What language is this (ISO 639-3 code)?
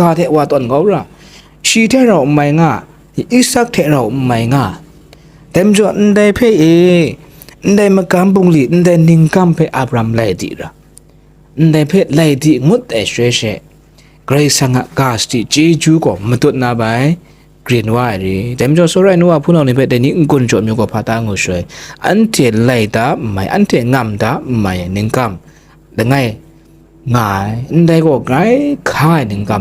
kac